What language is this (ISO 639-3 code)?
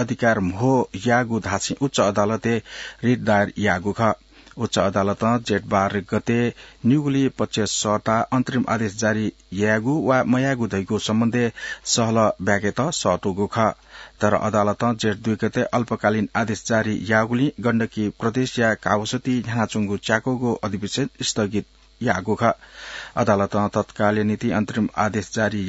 new